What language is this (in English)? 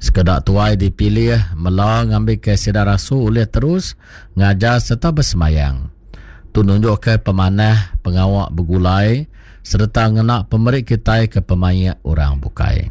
Iban